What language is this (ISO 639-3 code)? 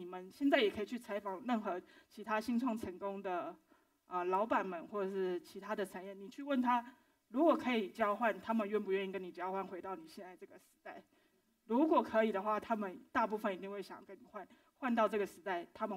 zho